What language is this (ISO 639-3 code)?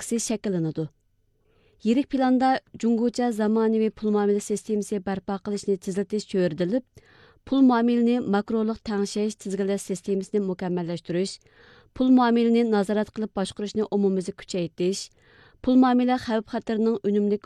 uig